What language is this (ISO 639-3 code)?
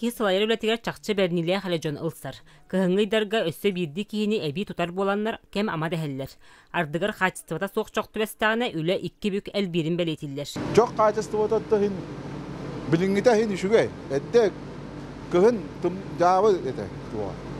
sah